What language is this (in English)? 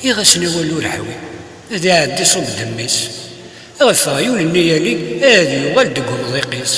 Kabyle